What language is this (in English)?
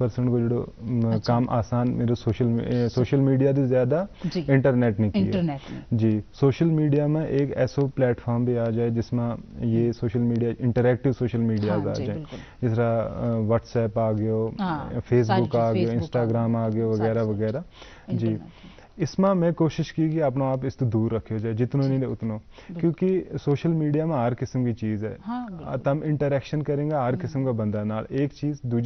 Gujari